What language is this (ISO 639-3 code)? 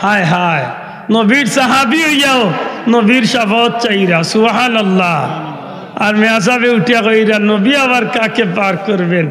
syl